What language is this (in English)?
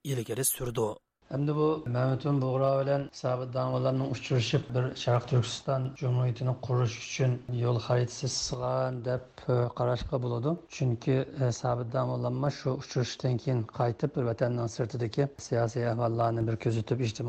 Uyghur